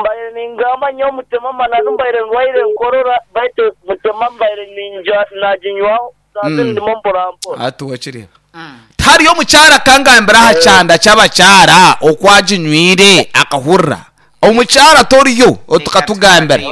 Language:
Nyankole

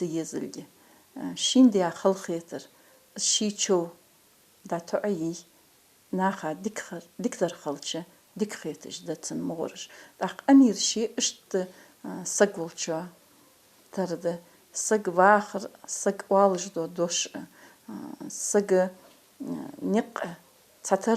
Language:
Ingush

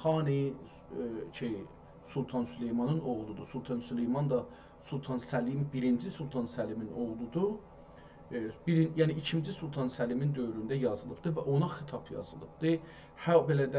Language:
South Azerbaijani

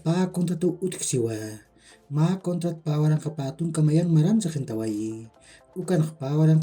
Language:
Aymara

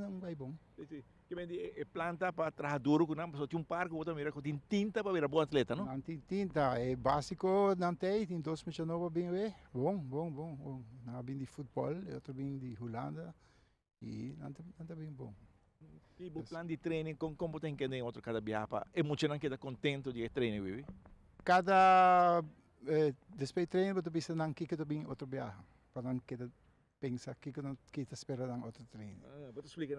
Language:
Papiamento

